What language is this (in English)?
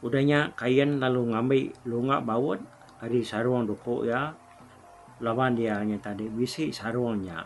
Iban